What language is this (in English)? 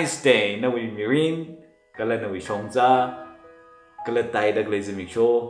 Tangkhul Naga (India)